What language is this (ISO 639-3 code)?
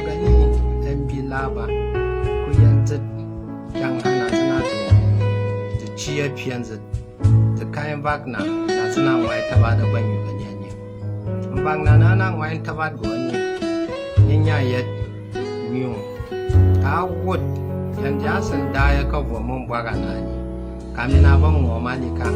kcg